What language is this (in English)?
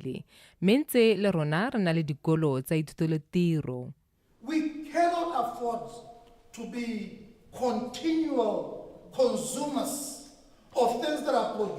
Tswana